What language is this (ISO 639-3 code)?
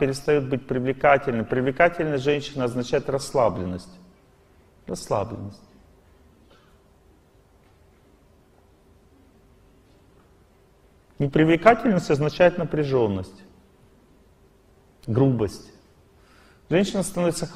rus